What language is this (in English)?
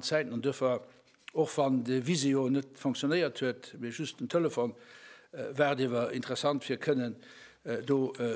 Luxembourgish